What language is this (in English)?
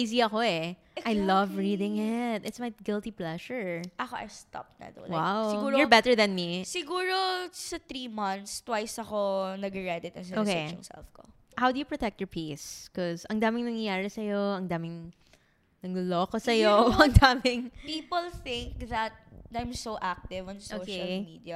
Filipino